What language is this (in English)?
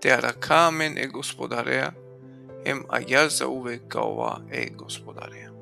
Balkan Romani